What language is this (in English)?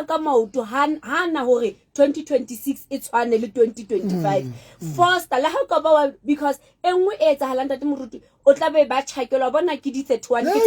Southern Sotho